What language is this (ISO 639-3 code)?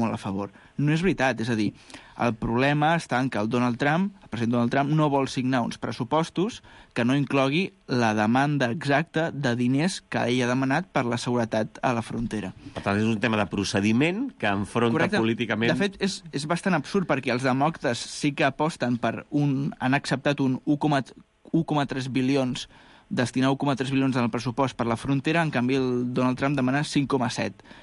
cat